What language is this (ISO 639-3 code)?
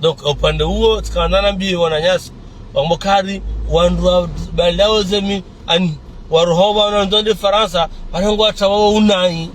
zdj